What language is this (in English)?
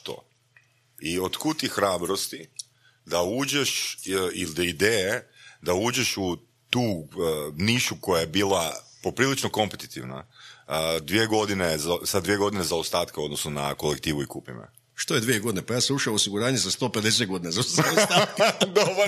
Croatian